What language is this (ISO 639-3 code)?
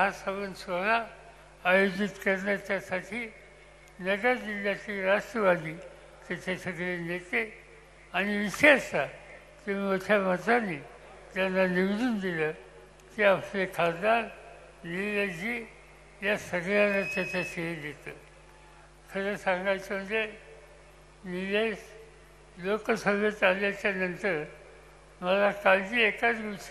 mar